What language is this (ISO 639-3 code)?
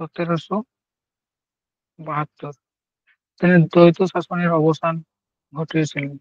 sat